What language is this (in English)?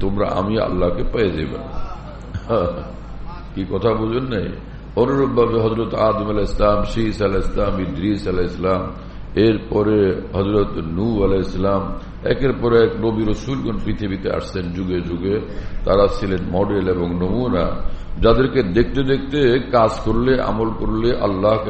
Bangla